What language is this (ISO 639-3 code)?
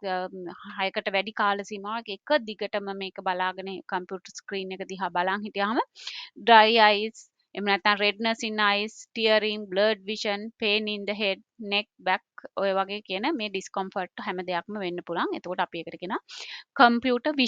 sin